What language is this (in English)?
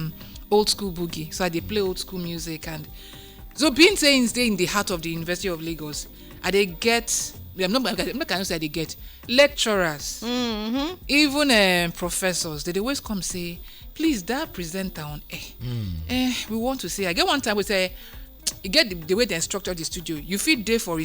Nigerian Pidgin